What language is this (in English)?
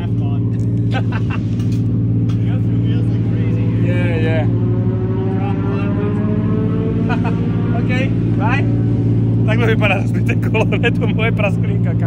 Czech